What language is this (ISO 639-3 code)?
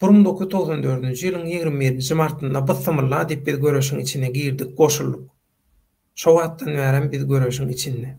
tuk